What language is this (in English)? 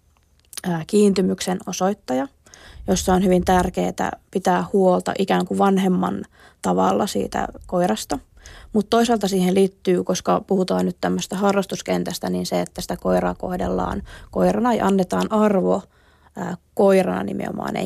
Finnish